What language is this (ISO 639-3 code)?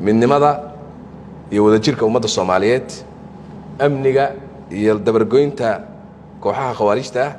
som